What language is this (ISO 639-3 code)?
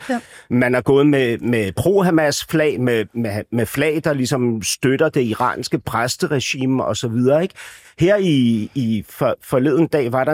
dan